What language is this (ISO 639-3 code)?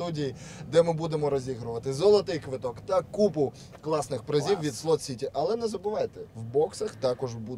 ukr